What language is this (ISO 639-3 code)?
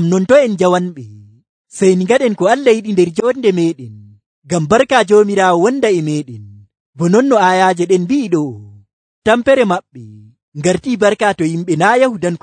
fuv